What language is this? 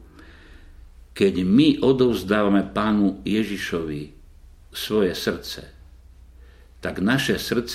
Slovak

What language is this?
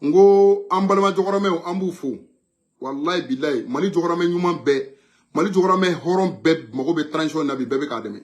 Bambara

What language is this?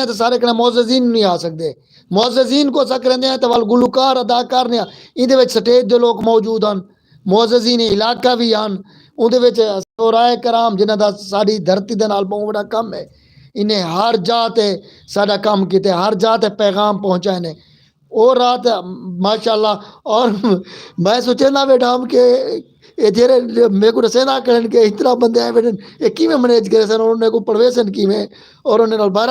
Saraiki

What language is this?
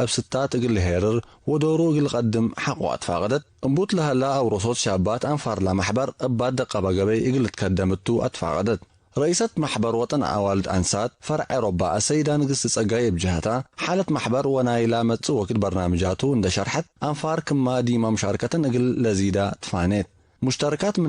Tigre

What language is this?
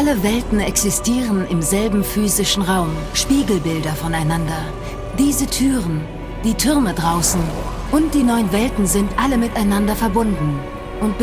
Bavarian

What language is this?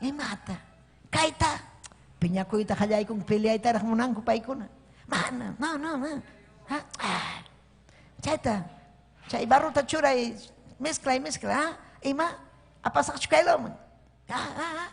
Ayacucho Quechua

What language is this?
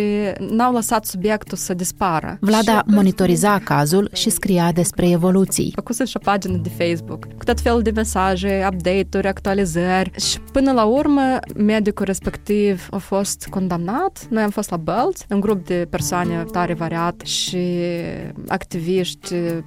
Romanian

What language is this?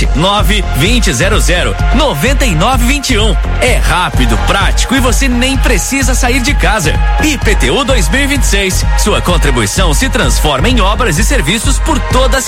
Portuguese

